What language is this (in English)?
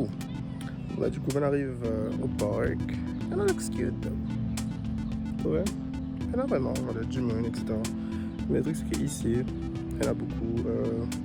Morisyen